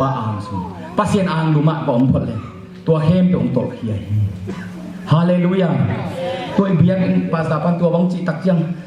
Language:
Tedim Chin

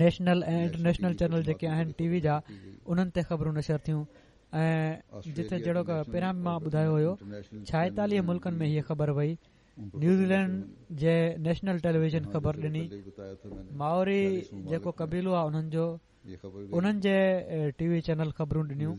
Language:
Sindhi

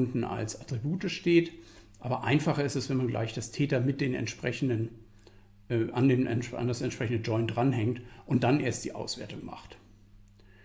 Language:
German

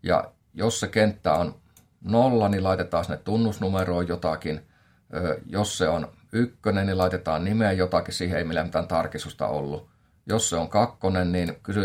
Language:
Finnish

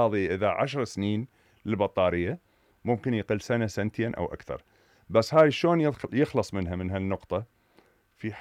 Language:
Mesopotamian Arabic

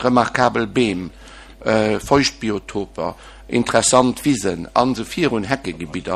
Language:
Luxembourgish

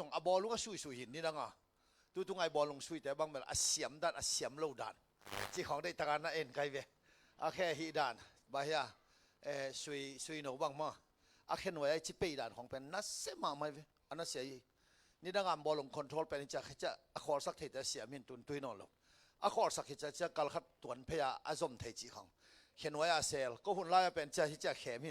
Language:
Tedim Chin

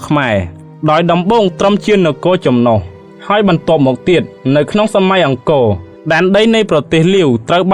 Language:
Khmer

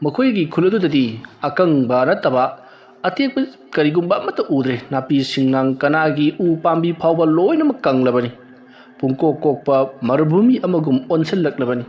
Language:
Manipuri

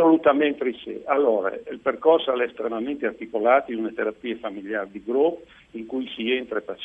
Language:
Friulian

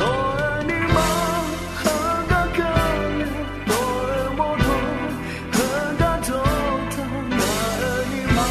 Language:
Akha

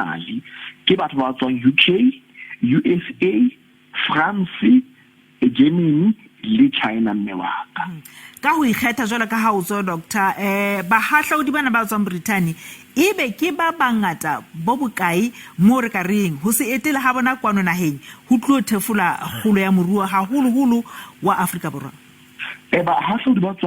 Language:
Southern Sotho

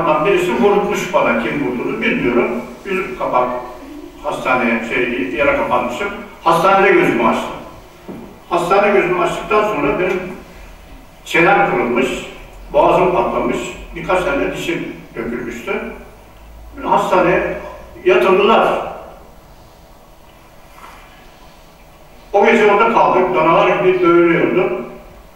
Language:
Turkish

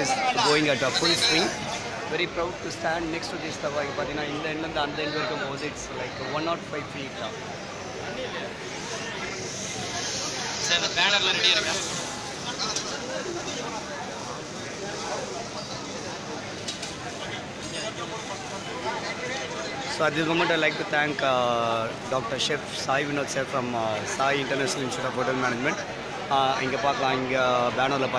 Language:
Tamil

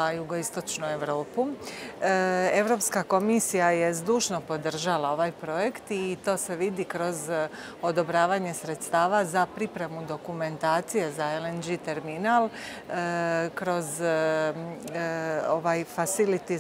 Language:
Croatian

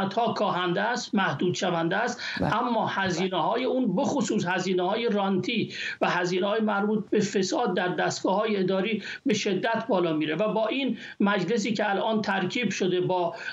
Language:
Persian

